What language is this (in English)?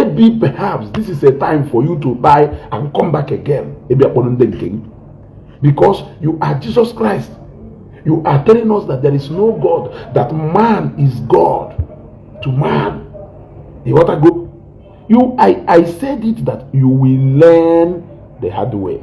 Igbo